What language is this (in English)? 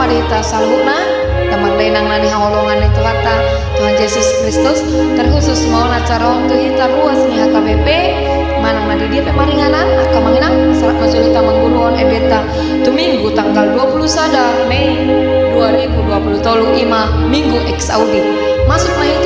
Batak Toba